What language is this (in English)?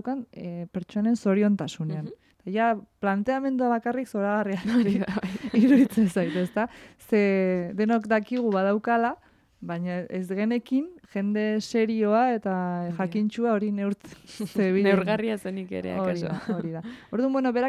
Basque